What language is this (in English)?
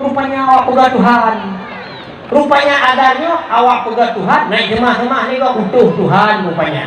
Achinese